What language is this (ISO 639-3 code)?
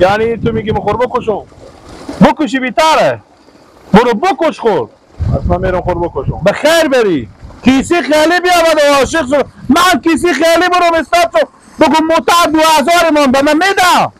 fas